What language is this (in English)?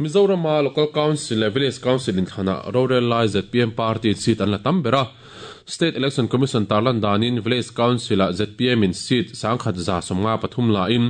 Mizo